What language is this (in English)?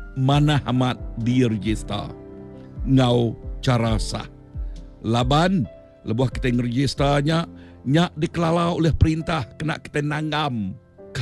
Iban